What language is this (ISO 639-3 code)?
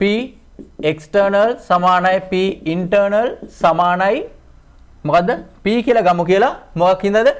sin